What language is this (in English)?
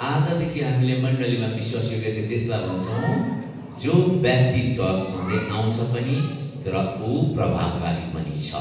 Nepali